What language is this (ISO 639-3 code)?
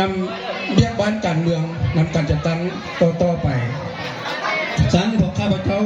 lao